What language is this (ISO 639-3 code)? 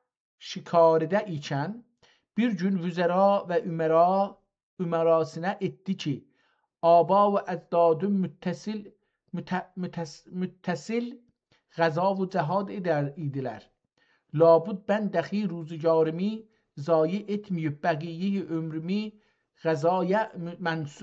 azb